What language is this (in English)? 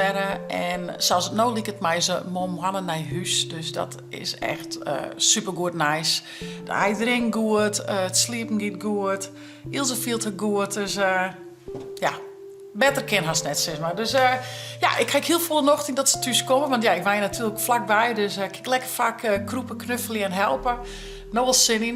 Western Frisian